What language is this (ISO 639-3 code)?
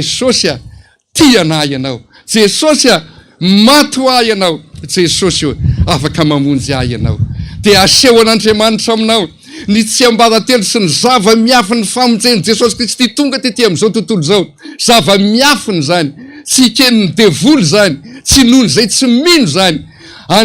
mlg